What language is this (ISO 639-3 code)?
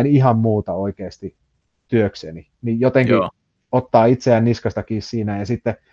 fin